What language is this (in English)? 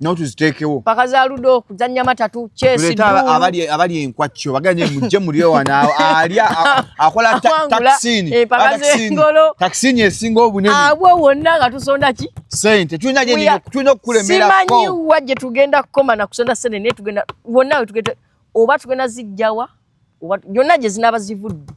Ganda